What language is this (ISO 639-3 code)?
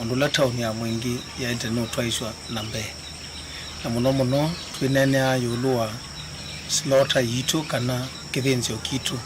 kam